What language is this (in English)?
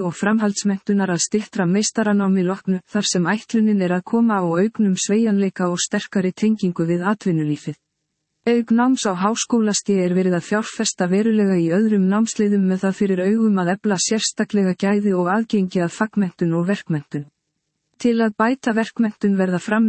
Icelandic